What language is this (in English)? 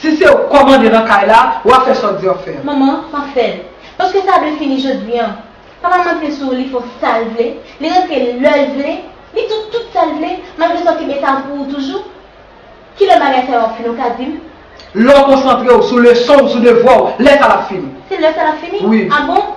Haitian Creole